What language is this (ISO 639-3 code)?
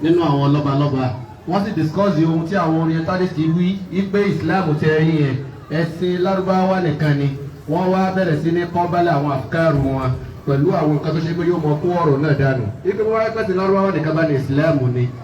yor